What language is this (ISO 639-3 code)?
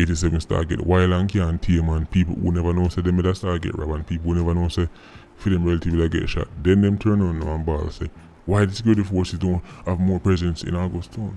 jam